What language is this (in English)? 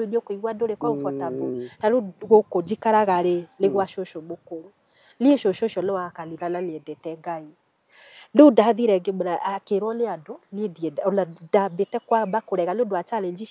Kikuyu